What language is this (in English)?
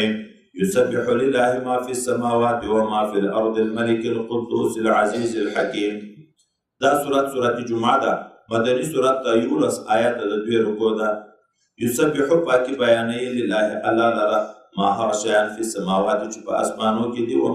Pashto